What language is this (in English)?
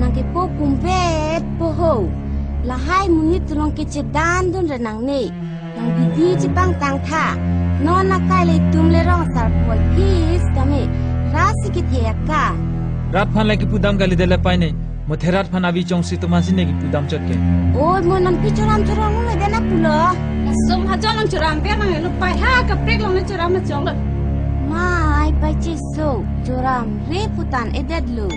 Karbi